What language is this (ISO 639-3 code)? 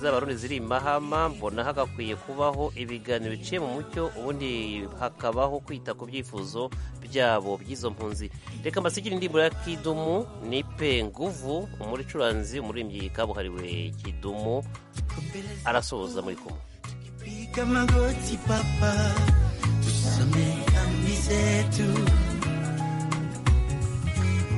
kin